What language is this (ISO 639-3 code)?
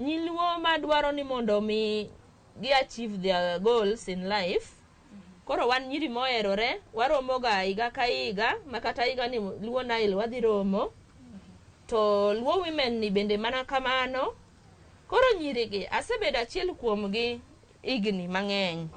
luo